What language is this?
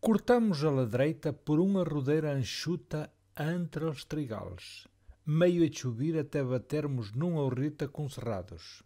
Mirandese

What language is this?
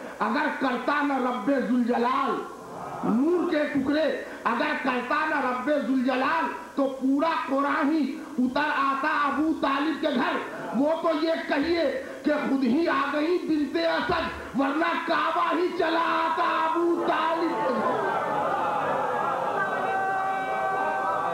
Urdu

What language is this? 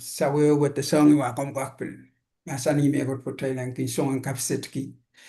Pohnpeian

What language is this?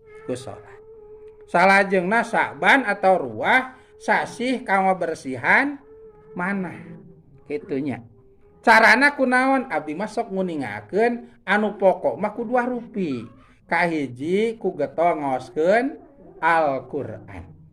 Sundanese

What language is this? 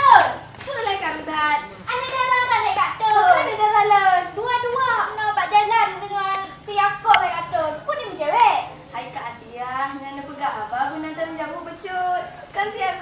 Achinese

